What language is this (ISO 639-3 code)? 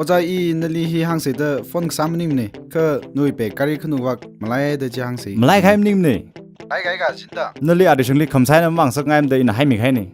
nmf